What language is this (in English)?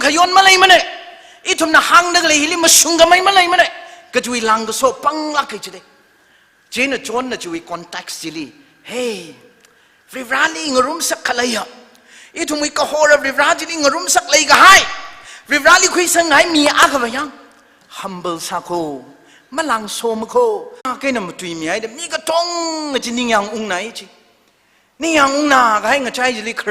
Tangkhul Naga (India)